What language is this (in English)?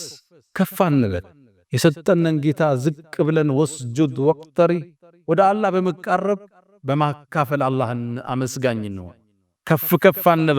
Amharic